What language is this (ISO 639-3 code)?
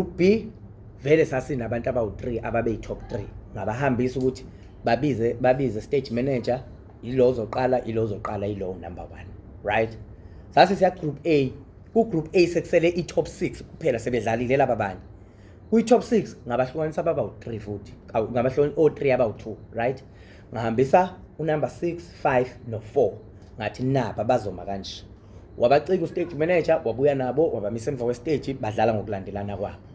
zul